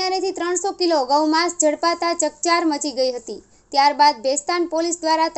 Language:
Gujarati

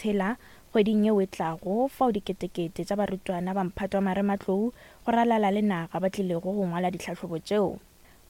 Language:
Northern Sotho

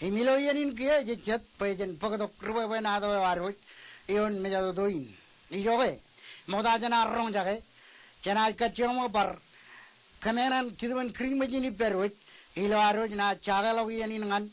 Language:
Marshallese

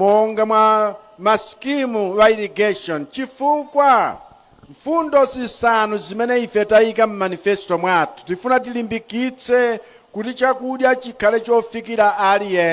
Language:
Nyanja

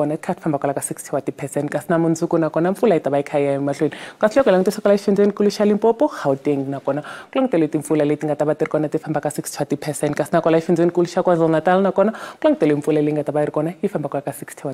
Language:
Tsonga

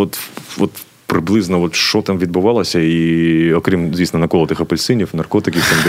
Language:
Ukrainian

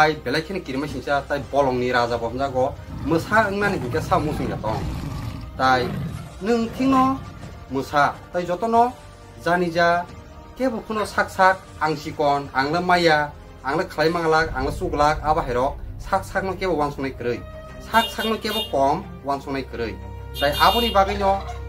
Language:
Kok Borok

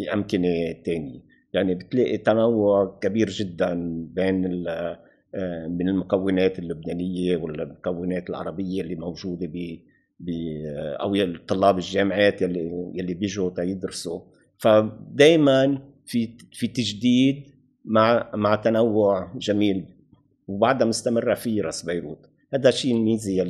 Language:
North Levantine Arabic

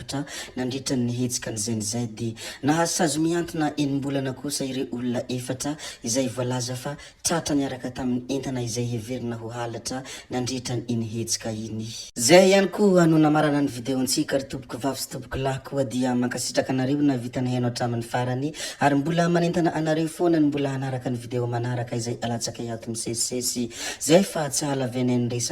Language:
Malagasy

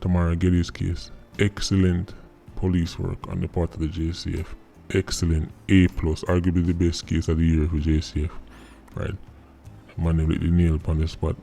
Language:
Jamaican Creole English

